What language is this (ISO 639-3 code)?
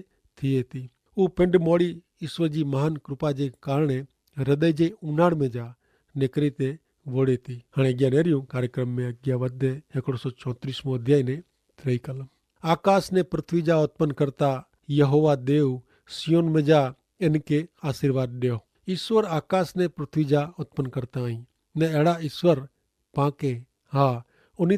kfr